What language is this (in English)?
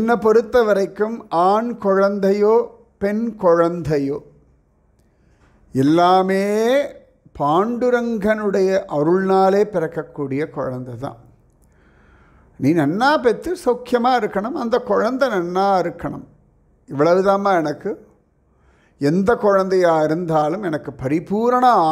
Tamil